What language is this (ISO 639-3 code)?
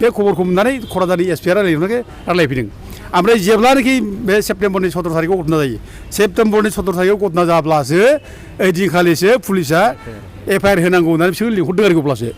brx